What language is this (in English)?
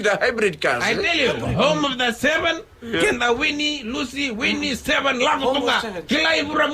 Fijian